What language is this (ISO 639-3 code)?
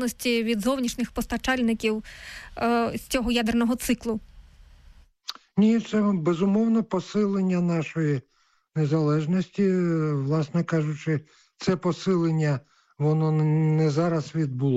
ukr